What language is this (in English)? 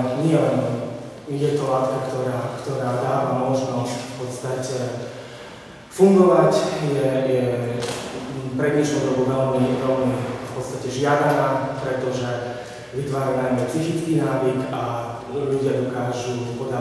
Slovak